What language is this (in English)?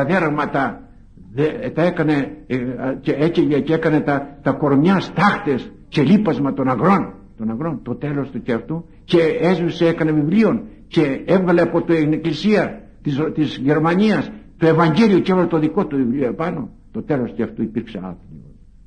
Greek